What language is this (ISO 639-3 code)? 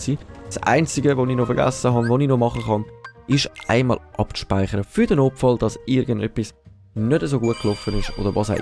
gsw